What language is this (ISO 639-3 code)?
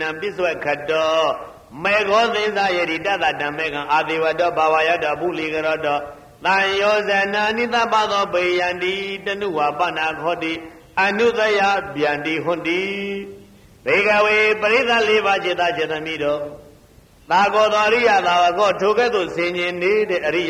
mya